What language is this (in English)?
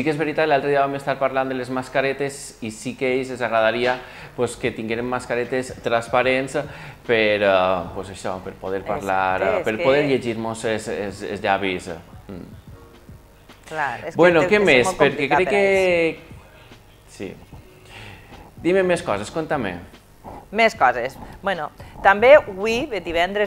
Catalan